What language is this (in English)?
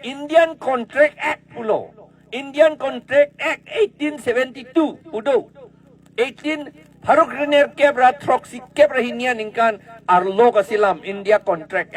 Karbi